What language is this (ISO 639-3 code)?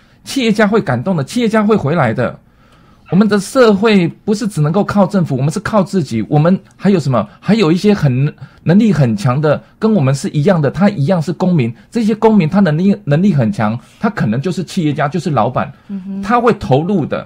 zho